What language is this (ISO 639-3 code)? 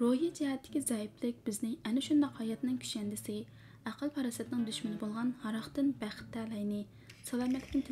uig